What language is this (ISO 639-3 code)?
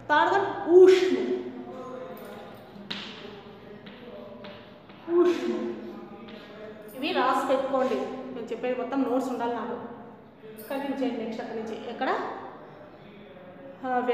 tel